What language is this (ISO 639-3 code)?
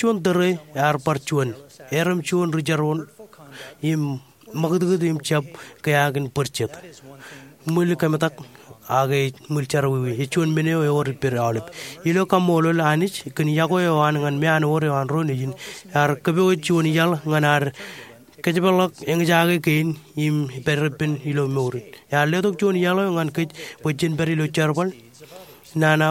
mah